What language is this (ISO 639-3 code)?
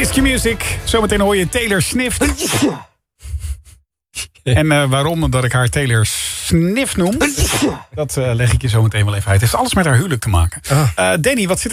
nld